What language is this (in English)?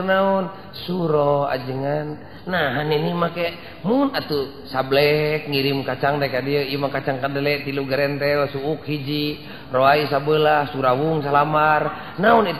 Sundanese